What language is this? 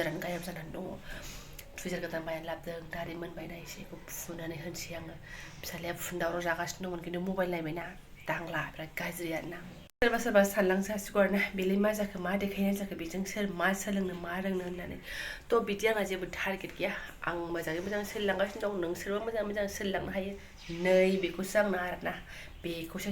Bodo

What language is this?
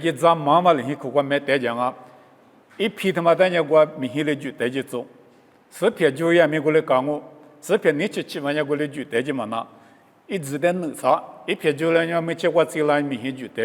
Lisu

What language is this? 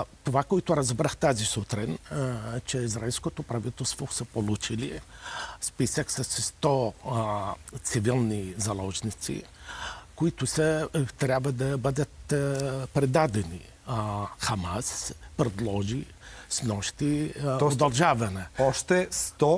Bulgarian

